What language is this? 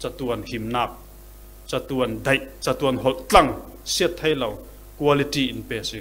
Falam Chin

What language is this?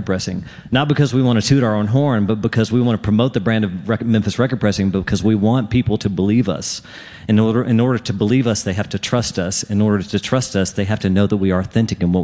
English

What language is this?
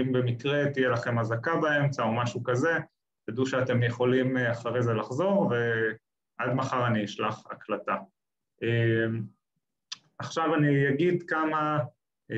Hebrew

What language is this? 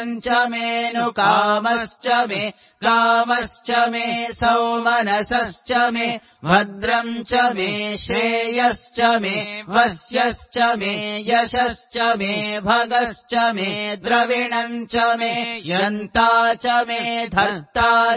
Sanskrit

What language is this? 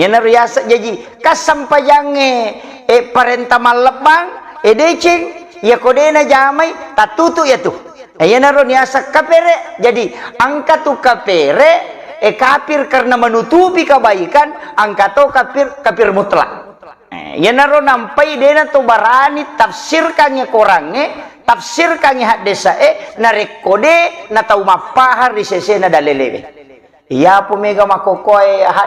Buginese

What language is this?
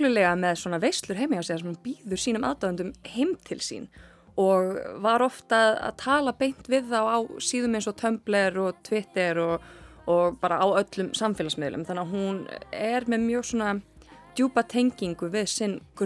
Icelandic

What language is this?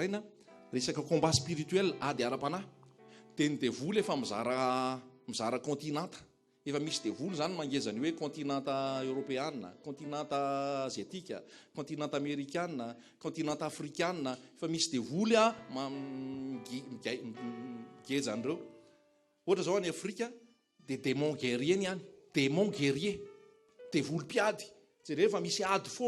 Malagasy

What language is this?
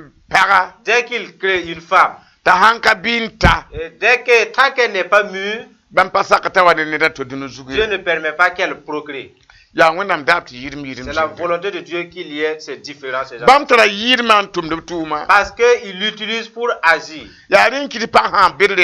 Mossi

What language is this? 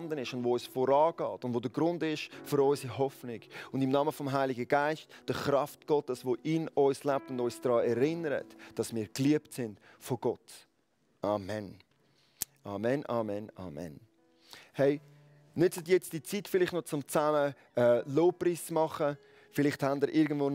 Swiss German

